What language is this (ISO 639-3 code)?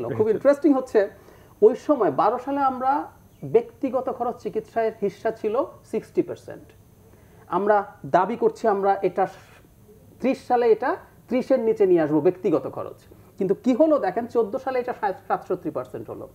ben